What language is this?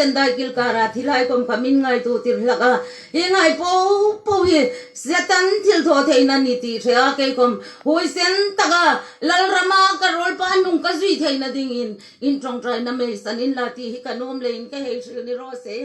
Hmar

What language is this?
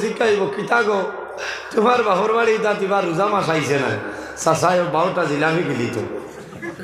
Sylheti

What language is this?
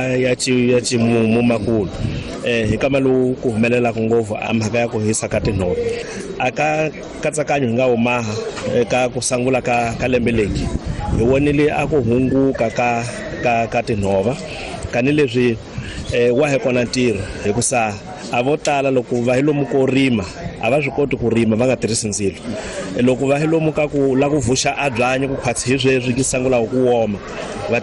Tsonga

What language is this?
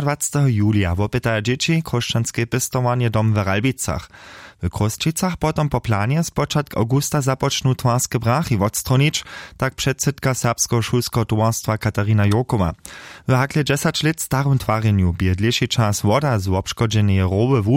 Upper Sorbian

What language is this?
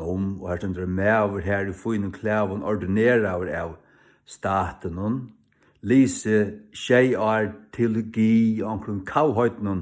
Faroese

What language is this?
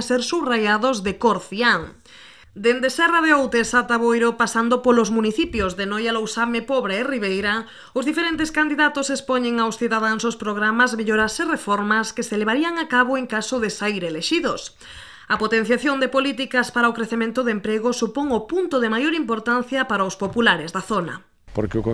Galician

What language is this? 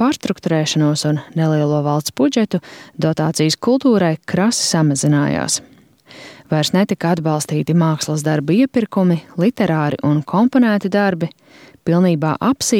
Latvian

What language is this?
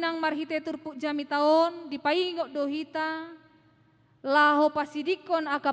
Batak Toba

